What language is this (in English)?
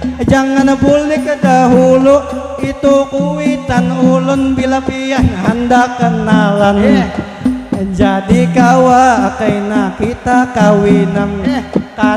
Banjar